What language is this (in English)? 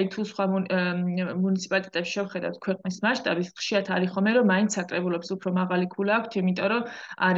Georgian